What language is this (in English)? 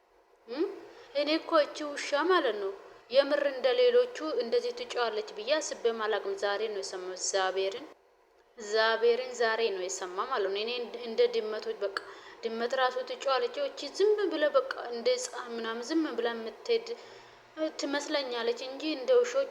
Amharic